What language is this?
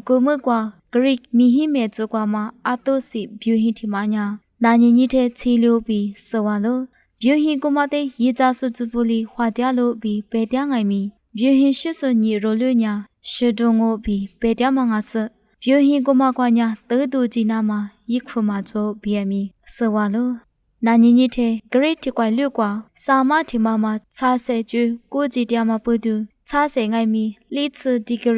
Lisu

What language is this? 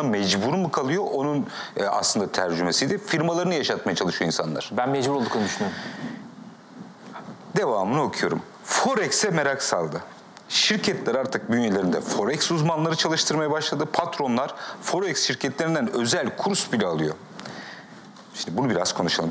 Turkish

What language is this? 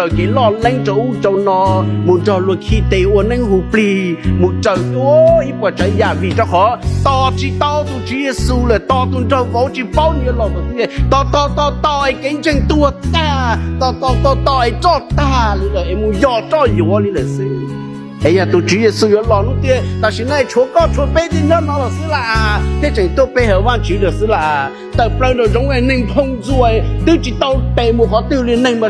Hmong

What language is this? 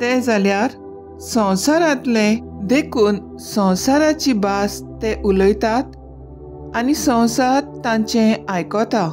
Konkani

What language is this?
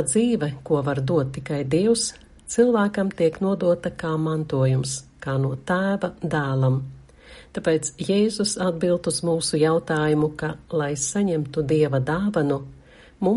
Latvian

